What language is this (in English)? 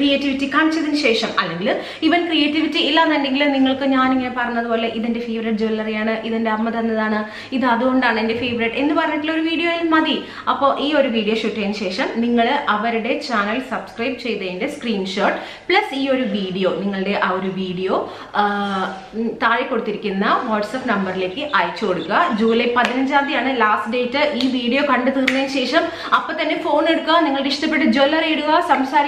Malayalam